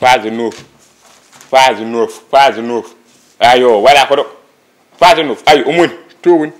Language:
Fula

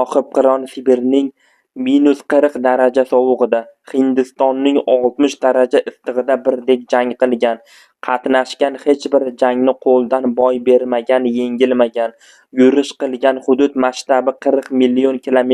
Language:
Uzbek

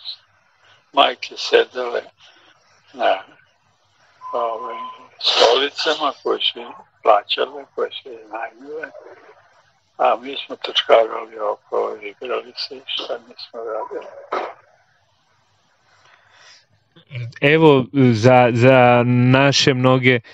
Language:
Serbian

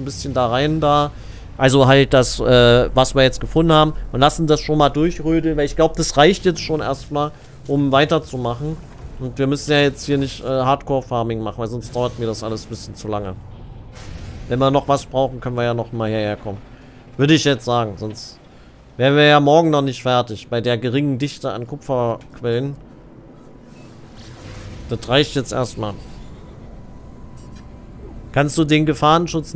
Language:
German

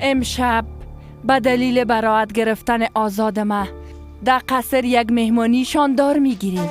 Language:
Persian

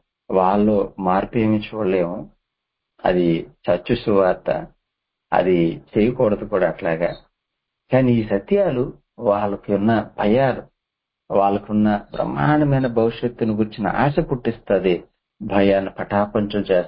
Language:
Telugu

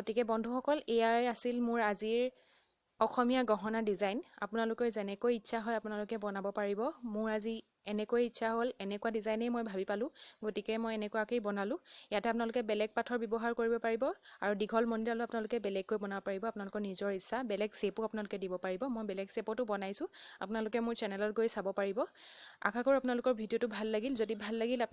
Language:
Assamese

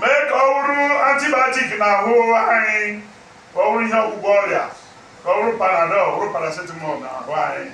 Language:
Igbo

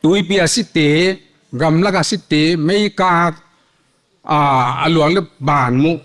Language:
Paite Chin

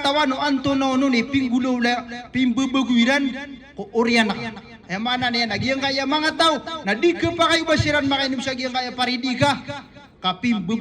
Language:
Maranao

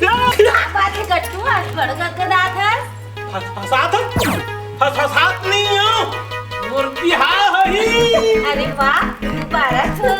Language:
Chhattisgarhi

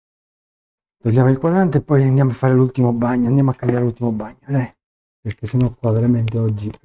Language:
Italian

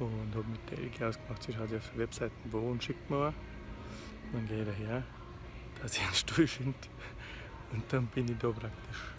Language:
Bavarian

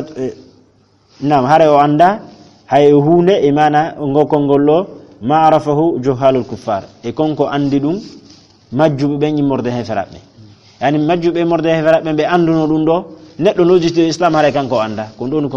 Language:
Fula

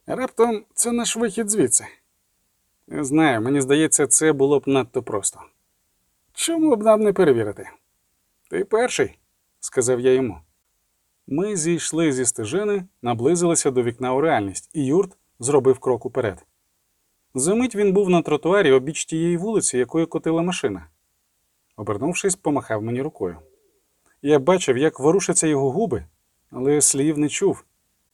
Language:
Ukrainian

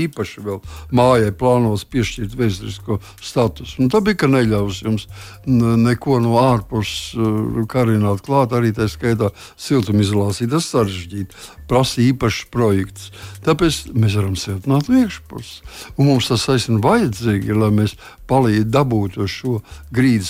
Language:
Latvian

